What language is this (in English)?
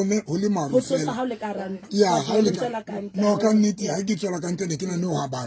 Southern Sotho